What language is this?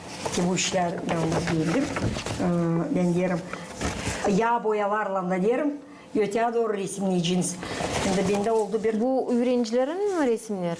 Gagauz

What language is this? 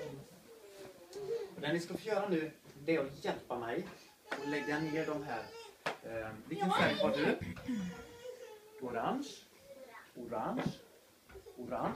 Swedish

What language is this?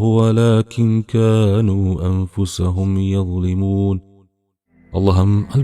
Amharic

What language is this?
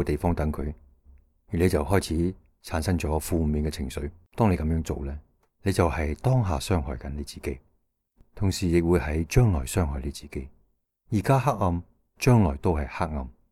Cantonese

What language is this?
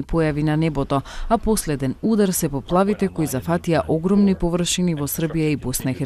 Macedonian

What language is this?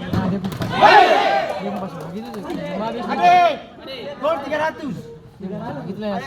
Ambonese Malay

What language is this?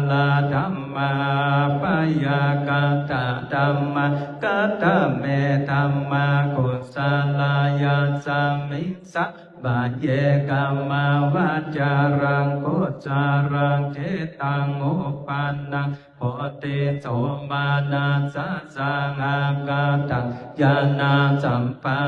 Pali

